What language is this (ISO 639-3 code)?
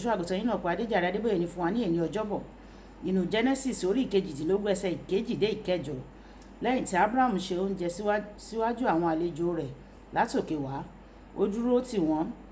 yor